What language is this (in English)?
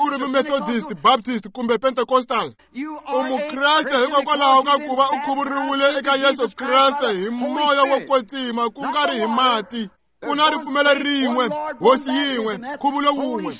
Tsonga